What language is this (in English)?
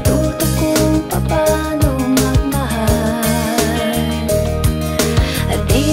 Filipino